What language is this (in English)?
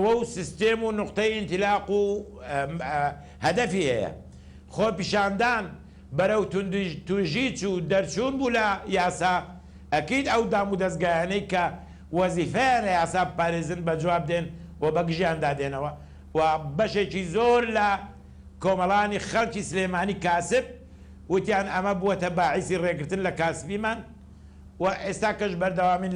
Central Kurdish